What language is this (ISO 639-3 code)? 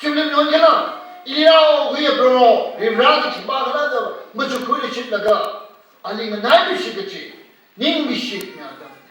nmf